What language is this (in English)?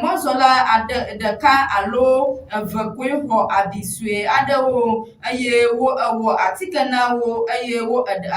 Ewe